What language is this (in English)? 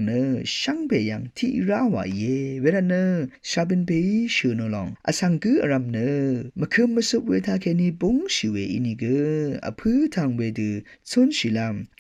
Rawang